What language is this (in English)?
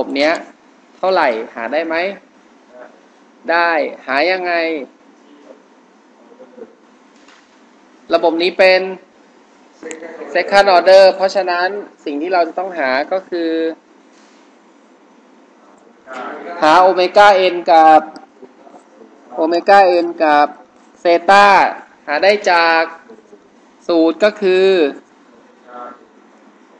Thai